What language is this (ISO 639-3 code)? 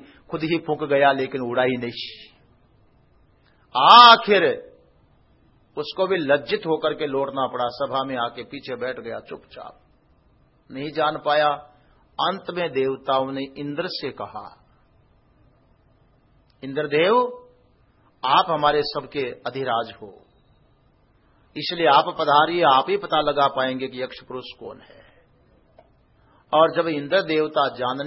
hin